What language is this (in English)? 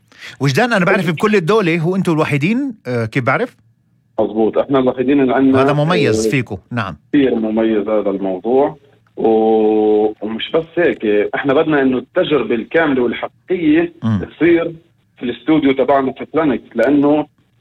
North Levantine Arabic